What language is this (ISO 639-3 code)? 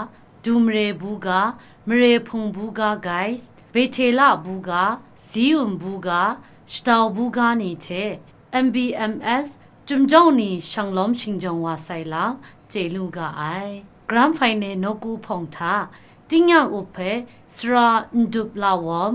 kac